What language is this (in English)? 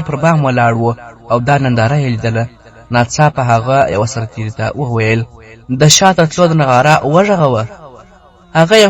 Pashto